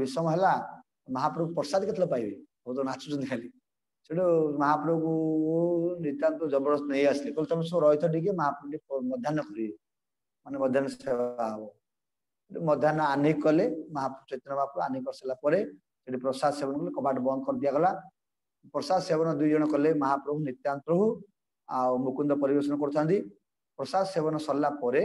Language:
Odia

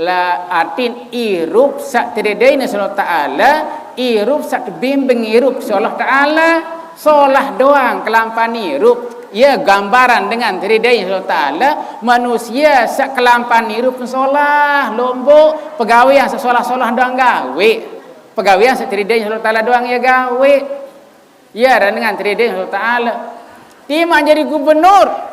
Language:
Sasak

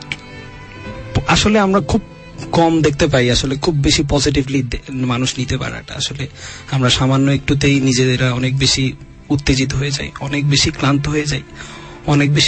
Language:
Bangla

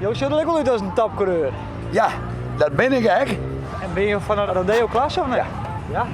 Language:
Western Frisian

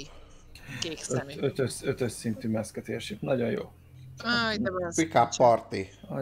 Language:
Hungarian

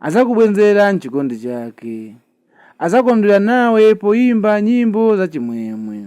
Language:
Nyanja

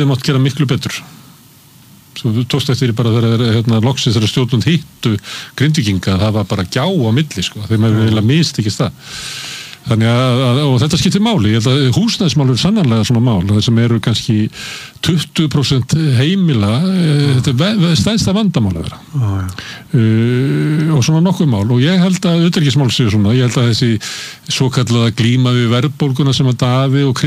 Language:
Icelandic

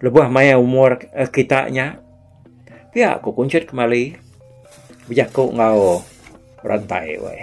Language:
Iban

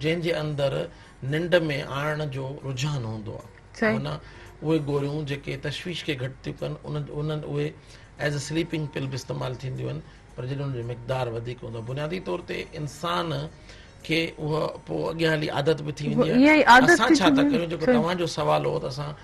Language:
Sindhi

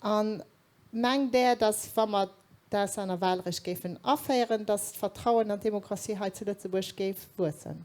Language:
Luxembourgish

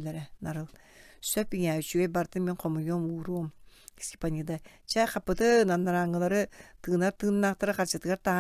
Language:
Yakut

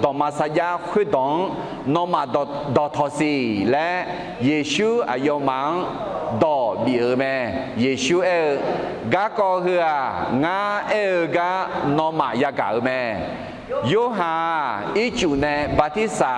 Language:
Akha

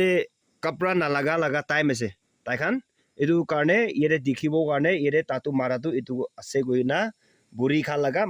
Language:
Naga Pidgin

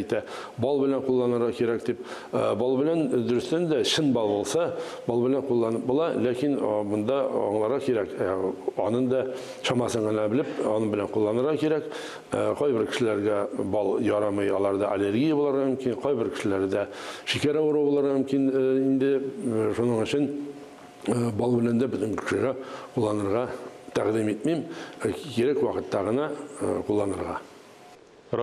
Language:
Tatar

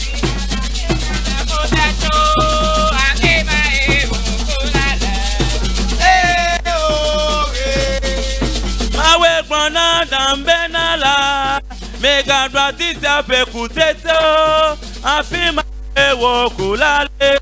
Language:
Ewe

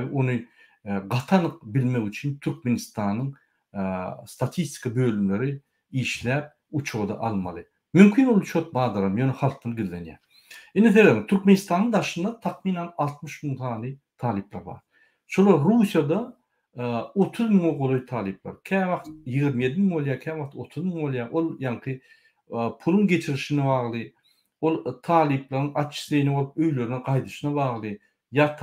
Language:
Turkmen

